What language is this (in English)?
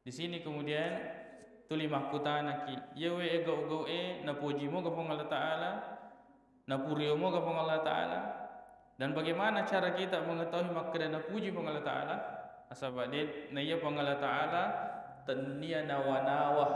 Buginese